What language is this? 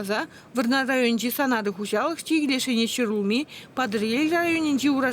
Chuvash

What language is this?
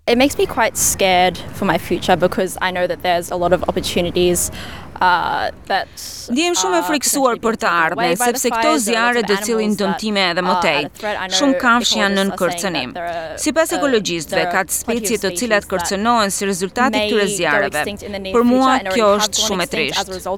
Albanian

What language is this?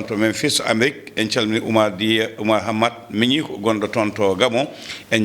Fula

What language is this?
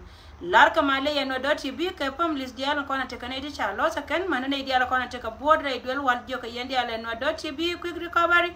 Nuer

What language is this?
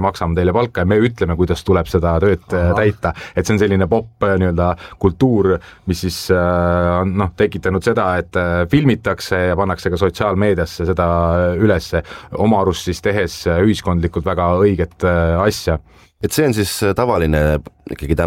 Estonian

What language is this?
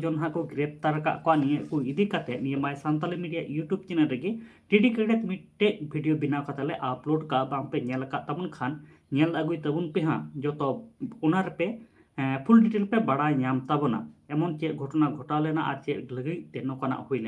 Santali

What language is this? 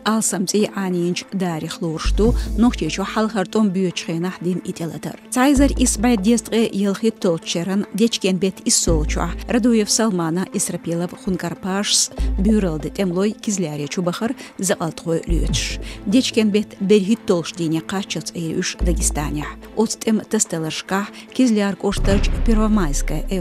Chechen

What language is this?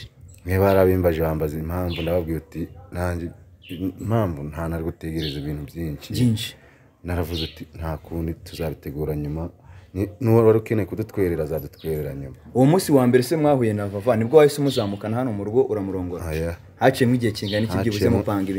Kinyarwanda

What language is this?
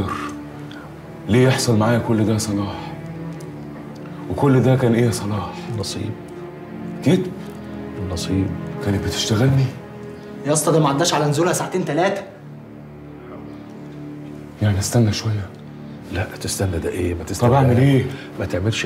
Egyptian Arabic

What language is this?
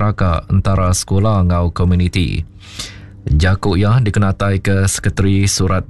Iban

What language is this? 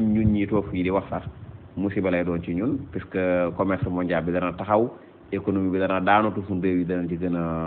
Wolof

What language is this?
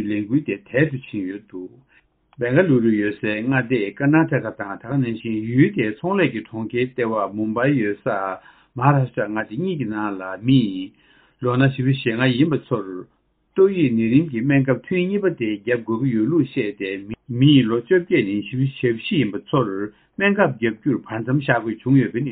Tibetan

